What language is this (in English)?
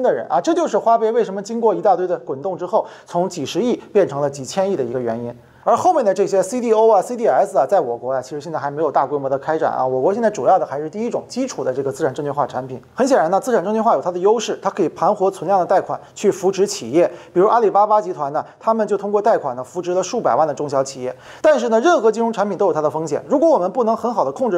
Chinese